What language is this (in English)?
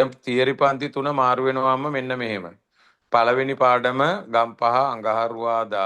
Sinhala